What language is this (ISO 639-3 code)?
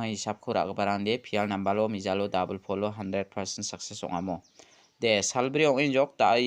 grt